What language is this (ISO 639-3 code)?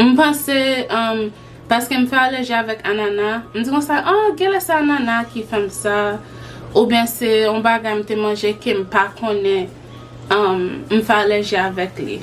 hat